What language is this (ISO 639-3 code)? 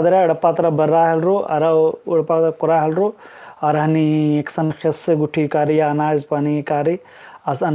kru